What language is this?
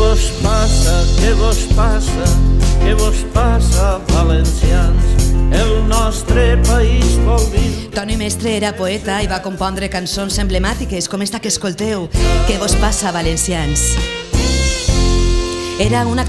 Catalan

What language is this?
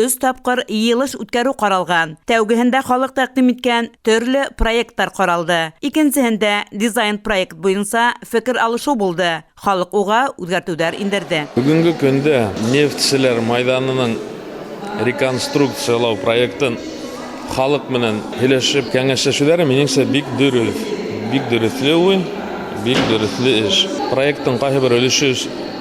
Bashkir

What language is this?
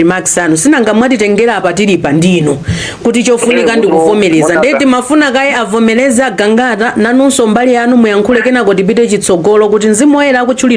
Nyanja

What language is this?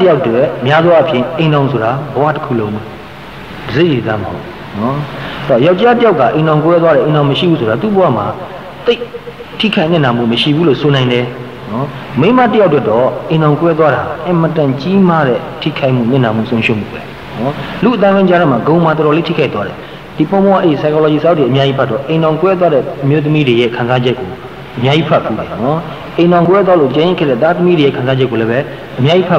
Burmese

